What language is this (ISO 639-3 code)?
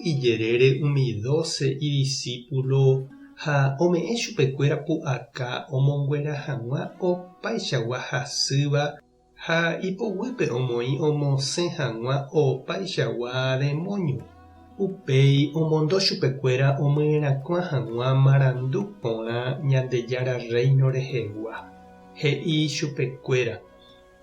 grn